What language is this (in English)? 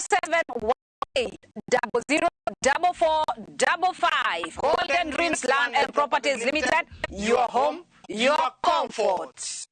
Kikuyu